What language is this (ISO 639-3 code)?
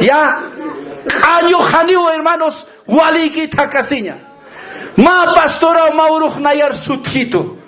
aym